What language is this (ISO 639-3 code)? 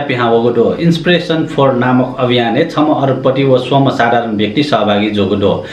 new